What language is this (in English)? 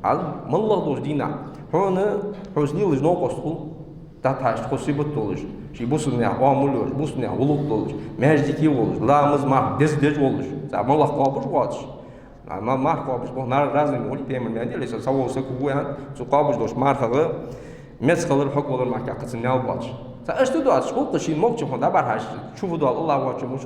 Ingush